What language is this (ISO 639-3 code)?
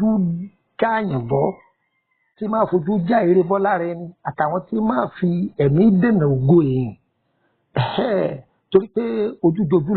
yor